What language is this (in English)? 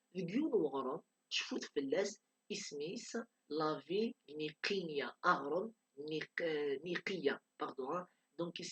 Kabyle